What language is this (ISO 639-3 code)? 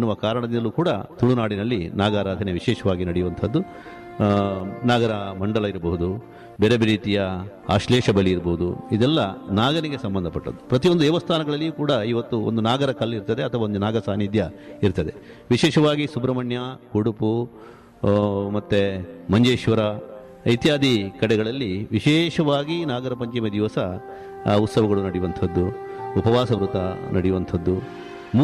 kan